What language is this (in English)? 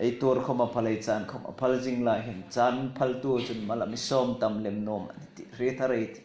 Hmar